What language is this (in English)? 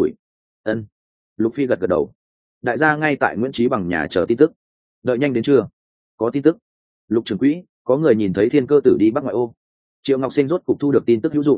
Vietnamese